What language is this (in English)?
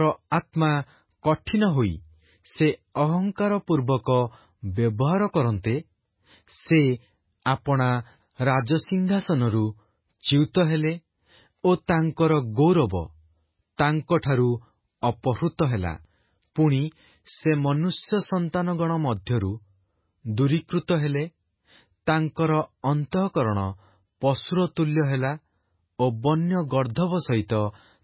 Odia